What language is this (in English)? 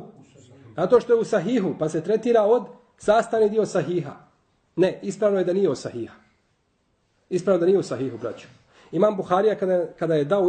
Bosnian